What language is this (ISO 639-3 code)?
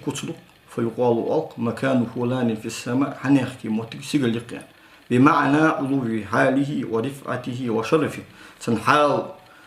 inh